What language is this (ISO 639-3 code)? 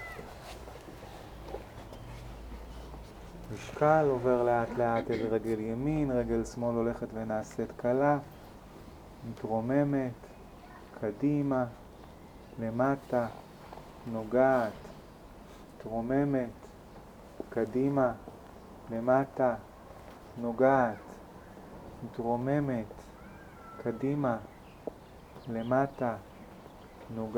heb